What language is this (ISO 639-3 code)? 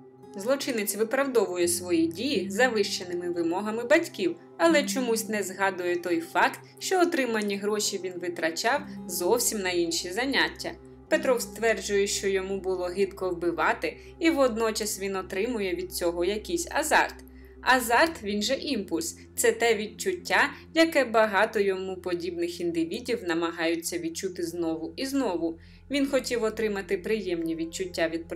ukr